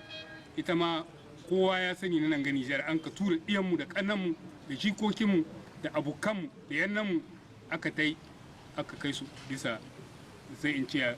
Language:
Hausa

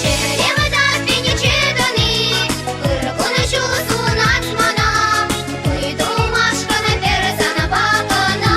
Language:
Chuvash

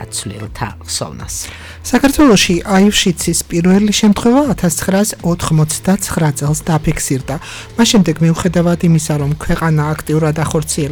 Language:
Georgian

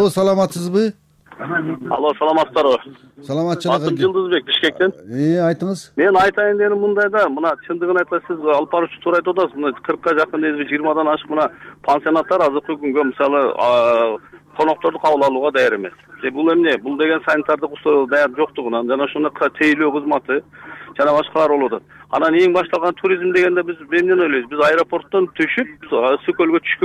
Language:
Kyrgyz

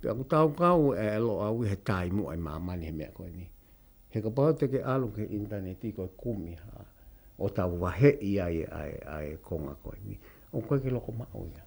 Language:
Tongan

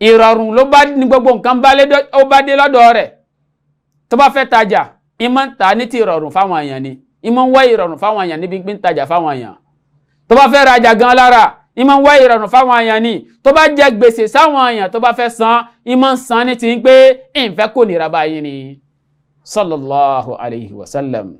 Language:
Yoruba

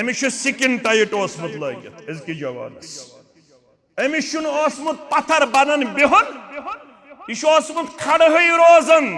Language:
Kashmiri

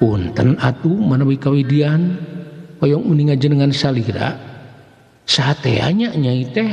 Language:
Sundanese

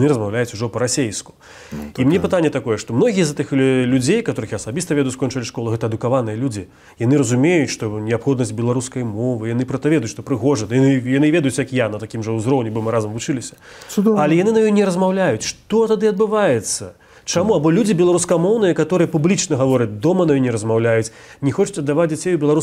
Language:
Belarusian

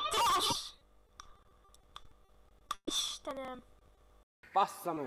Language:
Hungarian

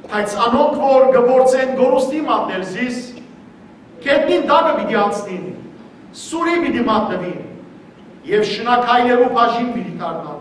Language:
Western Armenian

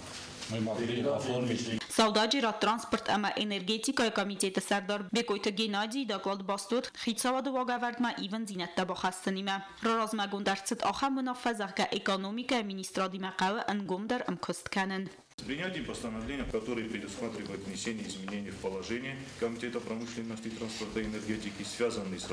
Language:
Ossetic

